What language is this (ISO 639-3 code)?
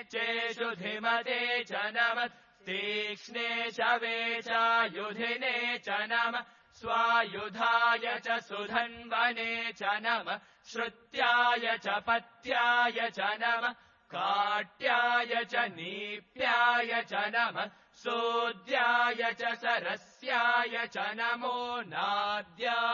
san